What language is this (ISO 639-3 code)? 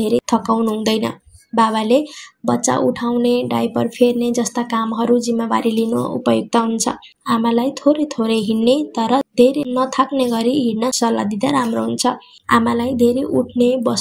nep